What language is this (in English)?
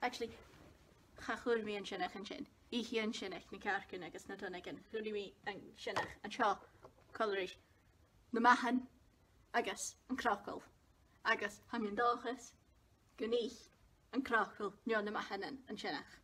Scottish Gaelic